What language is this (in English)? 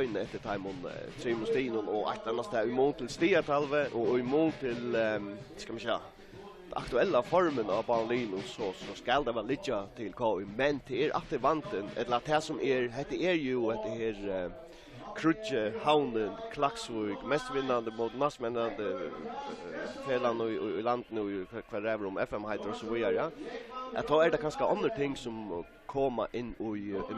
Faroese